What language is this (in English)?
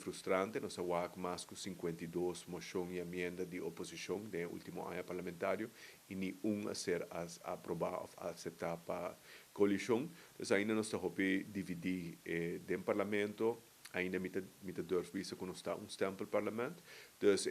Papiamento